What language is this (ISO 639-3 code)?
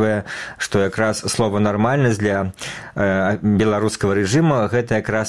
bel